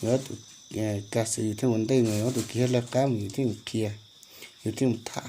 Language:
Hmong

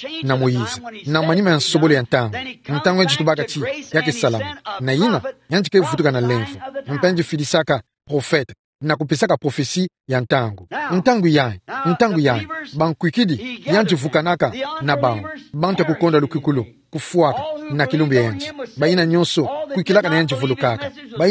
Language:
Kituba (Democratic Republic of Congo)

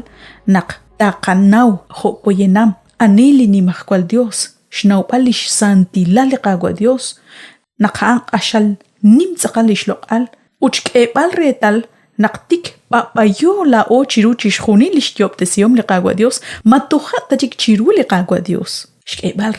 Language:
Kekchí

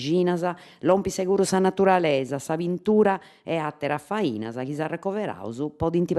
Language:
Sardinian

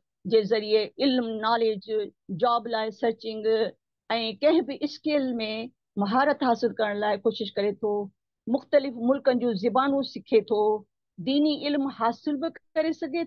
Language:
Sindhi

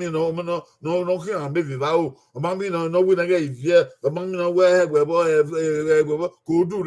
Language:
Bini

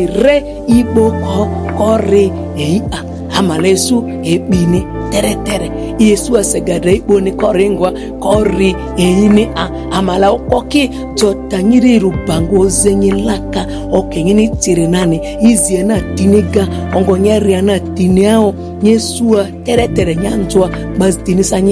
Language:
Ma'di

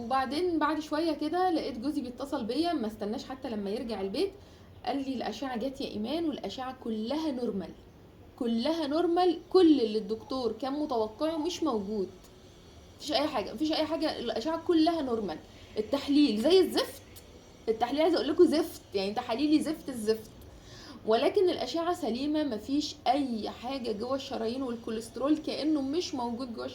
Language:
Egyptian Arabic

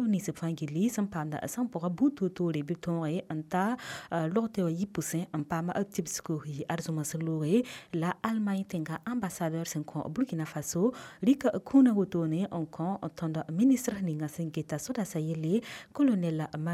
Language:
Mossi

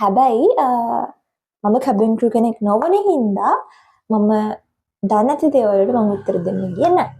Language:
Sinhala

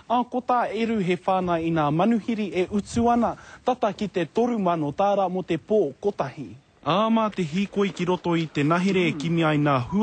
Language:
Māori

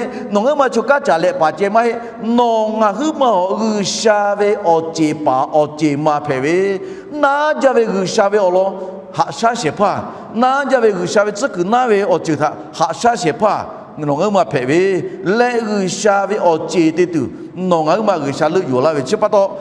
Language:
Lahu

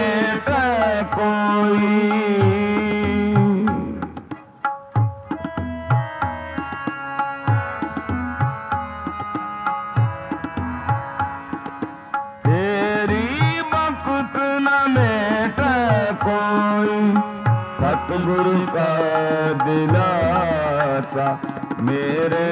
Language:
Hindi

